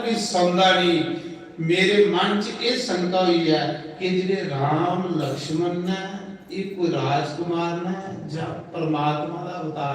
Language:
Dogri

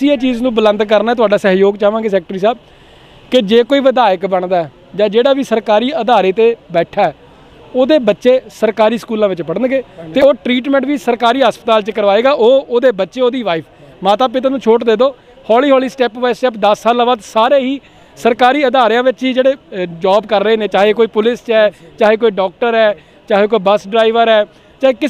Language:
Punjabi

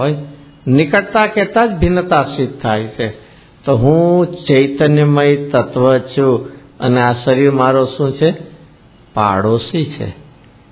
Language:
Gujarati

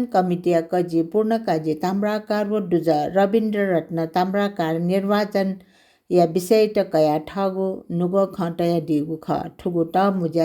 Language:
Newari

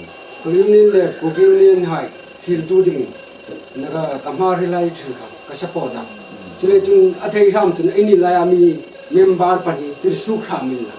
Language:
Hmar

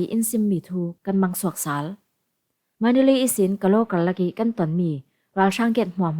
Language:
Falam Chin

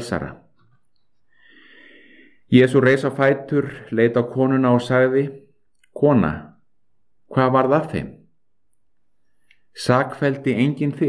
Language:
Icelandic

